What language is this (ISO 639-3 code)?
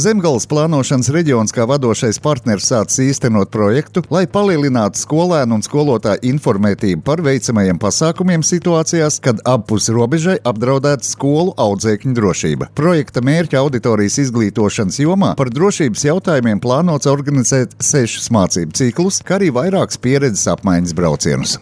lav